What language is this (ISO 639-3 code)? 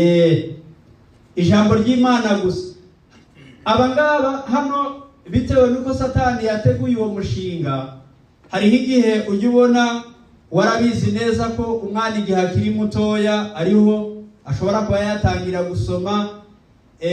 kin